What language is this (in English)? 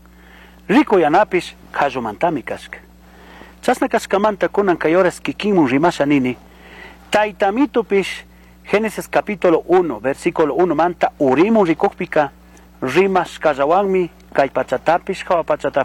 Chimborazo Highland Quichua